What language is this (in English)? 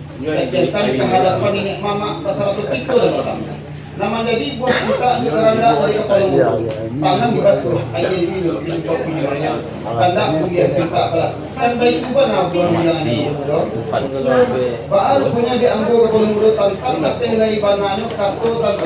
Minangkabau